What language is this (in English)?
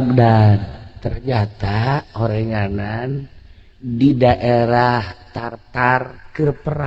Sundanese